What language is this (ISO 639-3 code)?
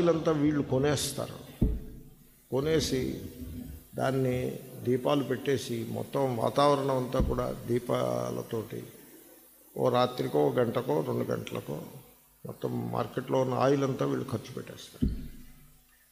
tel